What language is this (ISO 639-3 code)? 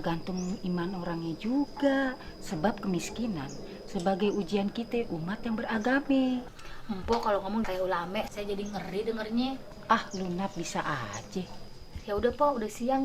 bew